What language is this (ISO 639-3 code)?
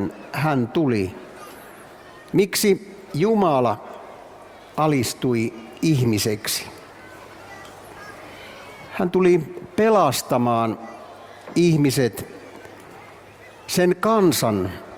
fin